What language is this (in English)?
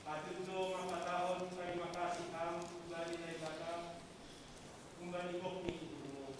Batak Simalungun